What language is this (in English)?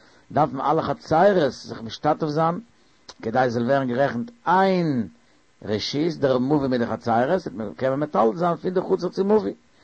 Yiddish